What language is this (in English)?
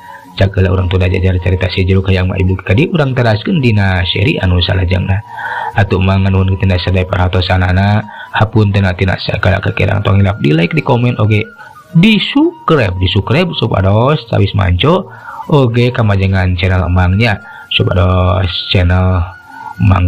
Sundanese